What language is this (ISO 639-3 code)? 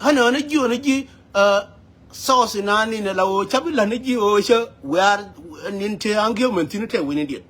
nus